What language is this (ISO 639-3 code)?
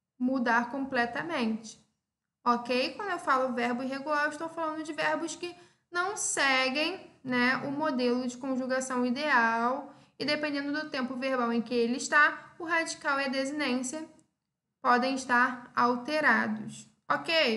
por